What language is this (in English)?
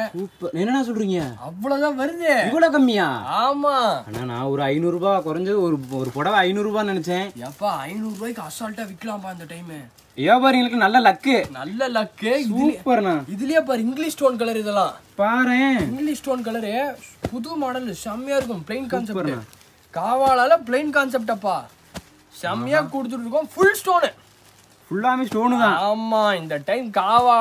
Tamil